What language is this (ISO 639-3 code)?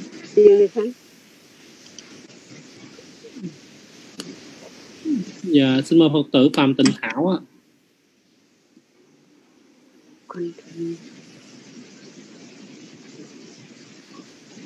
vie